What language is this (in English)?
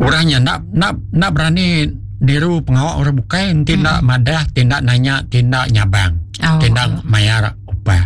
Iban